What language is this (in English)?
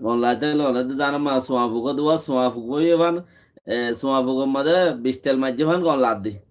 Rohingya